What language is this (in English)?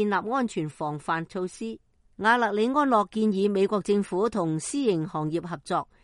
Cantonese